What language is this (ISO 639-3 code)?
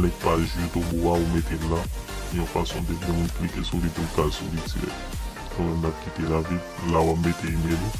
hat